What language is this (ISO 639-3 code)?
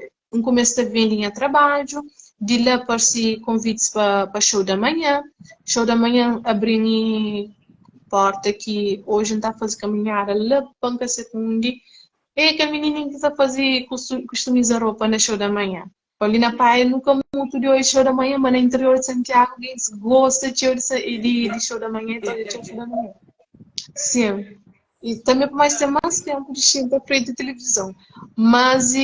kea